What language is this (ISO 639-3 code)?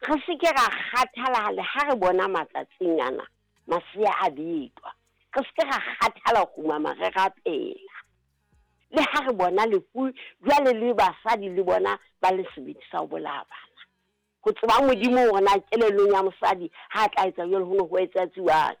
sot